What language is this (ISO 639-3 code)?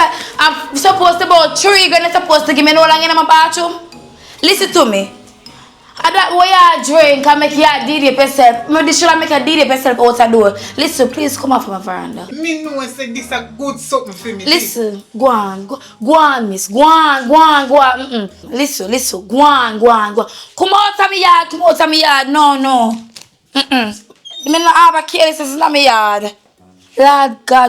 jam